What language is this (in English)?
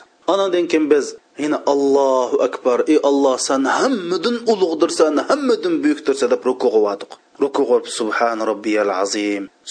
Uyghur